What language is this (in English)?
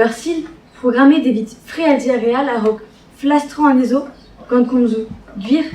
Breton